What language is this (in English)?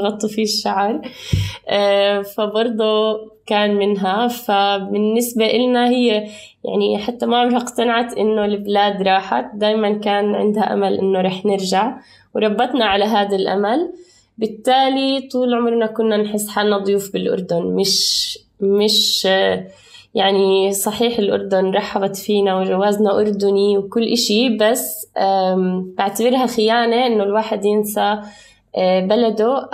North Levantine Arabic